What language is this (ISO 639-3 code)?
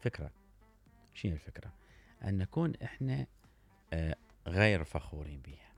acm